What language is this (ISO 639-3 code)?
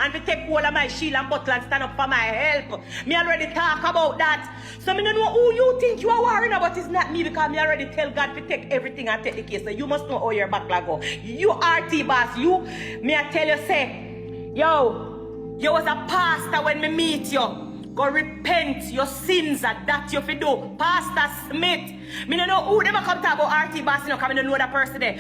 jam